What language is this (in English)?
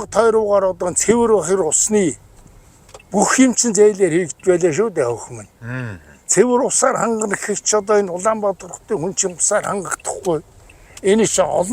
Mongolian